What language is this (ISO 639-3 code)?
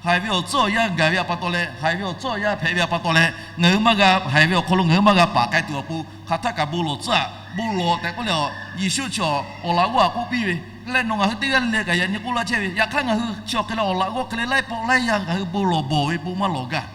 lhu